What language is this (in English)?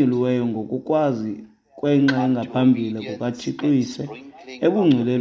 Xhosa